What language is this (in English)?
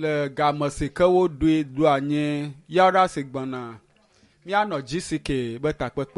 Ewe